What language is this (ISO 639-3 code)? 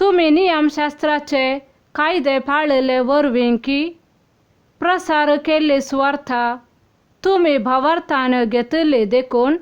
kok